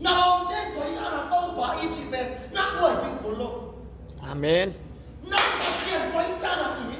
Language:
Tedim Chin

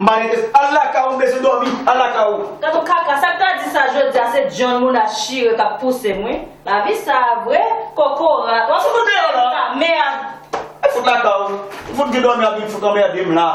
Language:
Haitian Creole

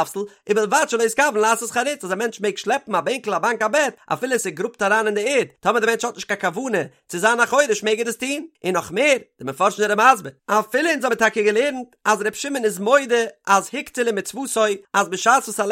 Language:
Yiddish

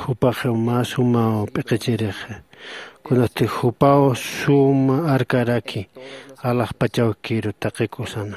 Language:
Aymara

